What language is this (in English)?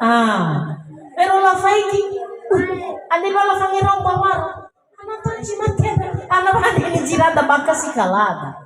Nias